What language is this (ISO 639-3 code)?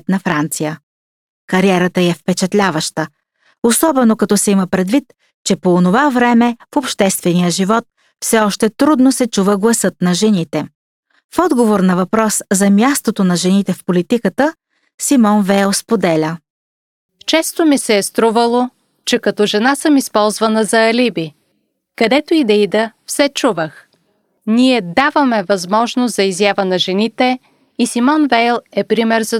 bul